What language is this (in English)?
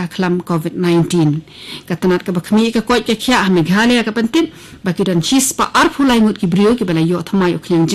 Khasi